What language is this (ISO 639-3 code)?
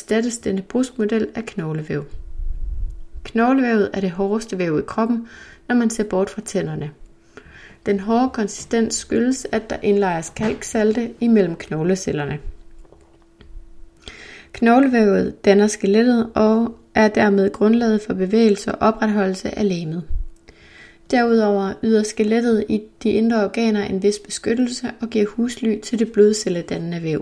dan